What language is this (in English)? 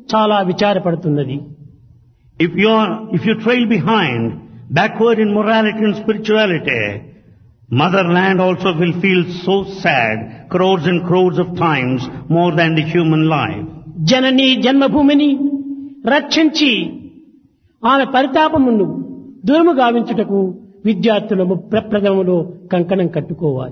Telugu